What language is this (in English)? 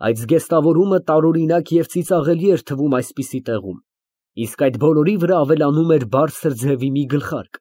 Armenian